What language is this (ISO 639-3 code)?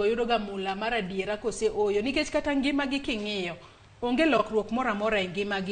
luo